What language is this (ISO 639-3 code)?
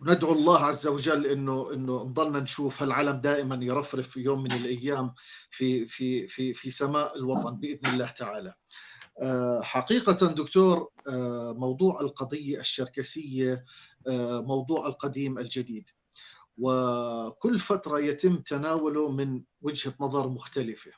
apc